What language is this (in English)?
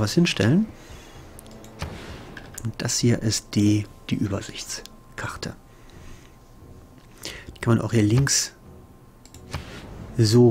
German